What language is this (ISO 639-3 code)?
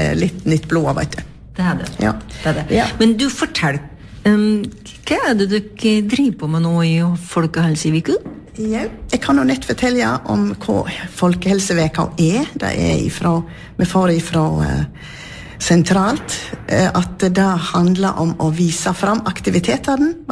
nor